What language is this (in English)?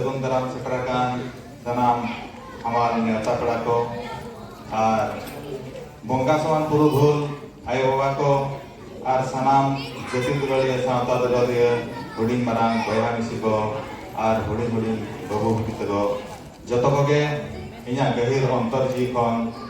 Santali